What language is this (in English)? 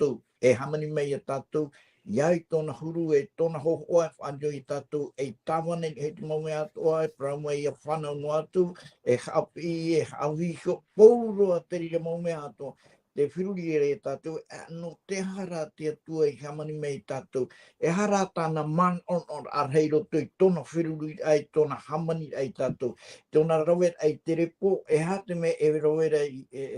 Tahitian